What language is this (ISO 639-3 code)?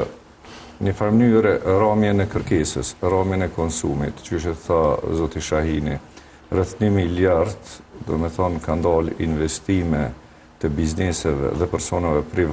sqi